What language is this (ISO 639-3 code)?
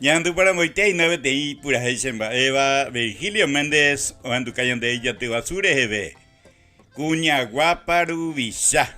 grn